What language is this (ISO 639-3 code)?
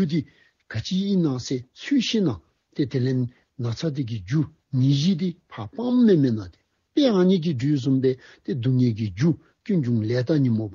dzo